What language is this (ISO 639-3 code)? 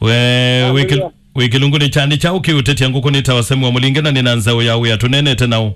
kam